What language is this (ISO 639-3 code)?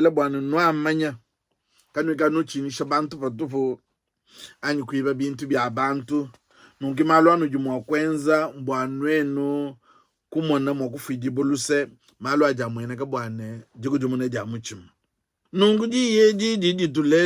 lua